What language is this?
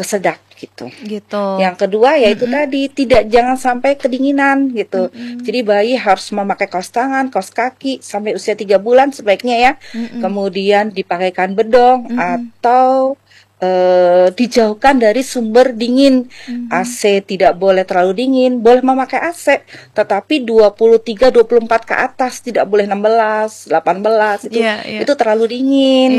Indonesian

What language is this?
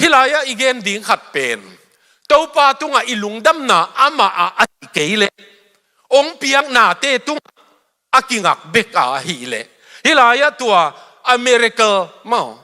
Tedim Chin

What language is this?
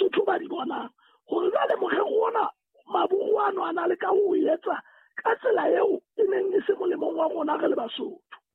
Southern Sotho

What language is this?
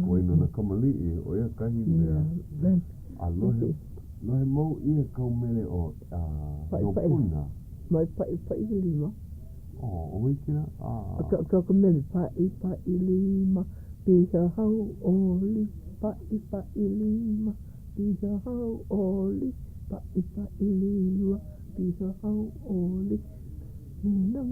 Hawaiian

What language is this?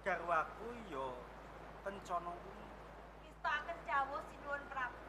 Javanese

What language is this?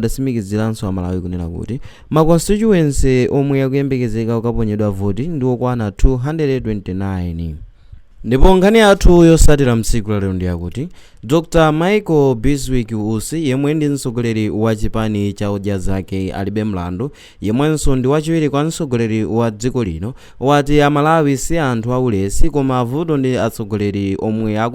Nyanja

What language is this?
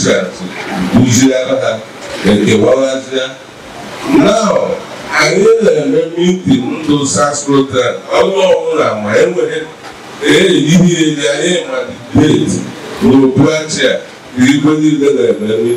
Igbo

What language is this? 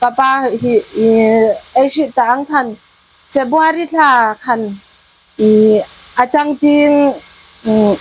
Hmar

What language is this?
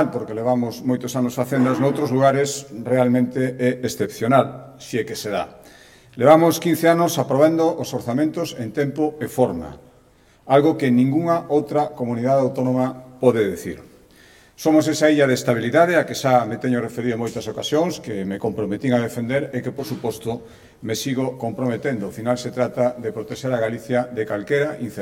Galician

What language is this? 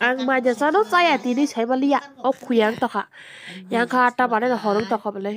Kok Borok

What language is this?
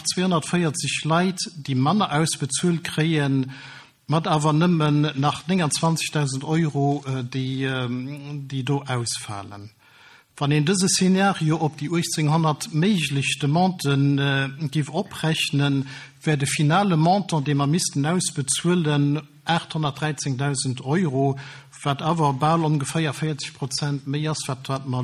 Luxembourgish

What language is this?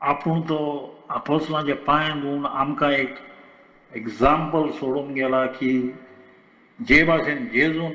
Konkani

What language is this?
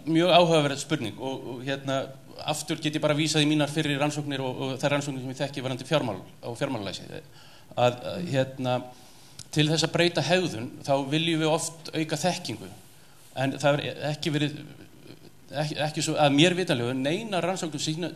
Icelandic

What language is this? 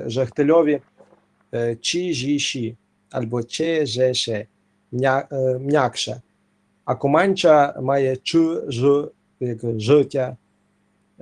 Rusyn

